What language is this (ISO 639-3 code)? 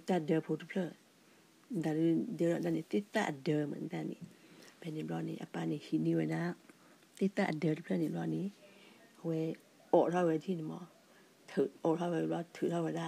ksw